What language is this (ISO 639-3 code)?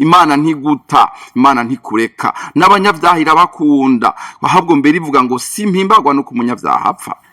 run